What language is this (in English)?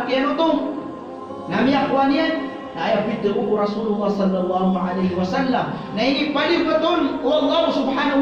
Maranao